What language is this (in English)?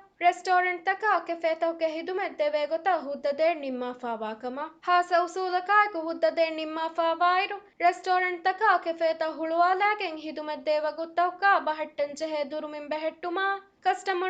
Divehi